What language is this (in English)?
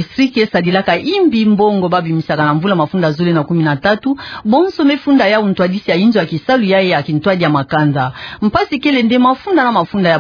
Kituba (Democratic Republic of Congo)